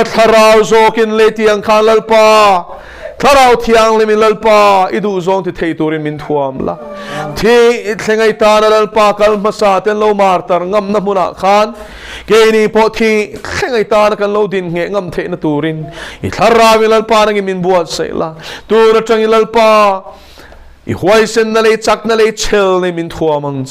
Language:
Mizo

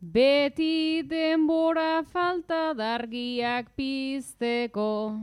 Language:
Basque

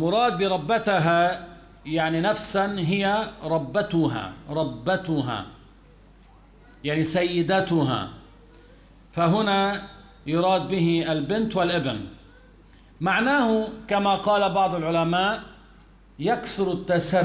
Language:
Arabic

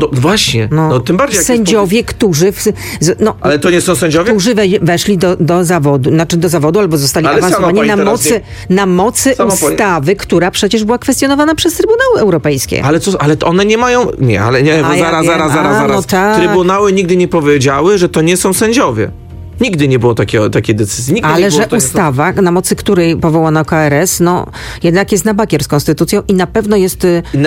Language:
Polish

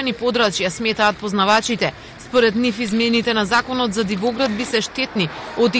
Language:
Macedonian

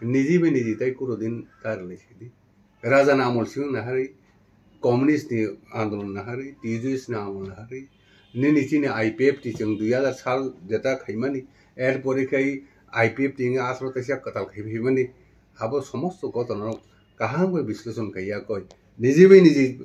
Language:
Kok Borok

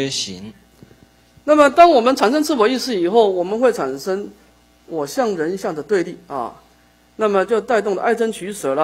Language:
Chinese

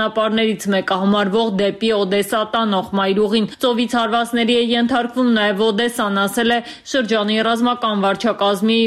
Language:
Armenian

